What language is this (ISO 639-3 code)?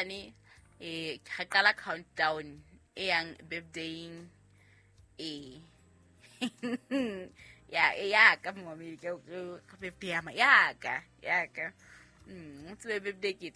sot